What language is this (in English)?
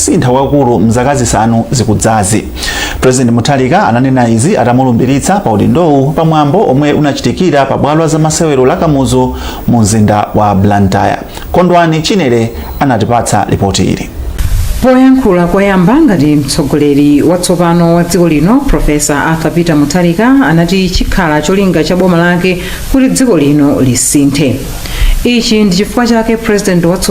Nyanja